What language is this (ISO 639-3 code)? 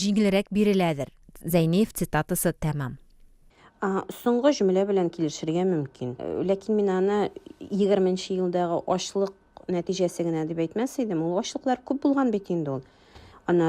tat